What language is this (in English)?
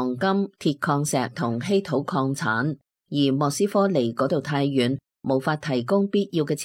Cantonese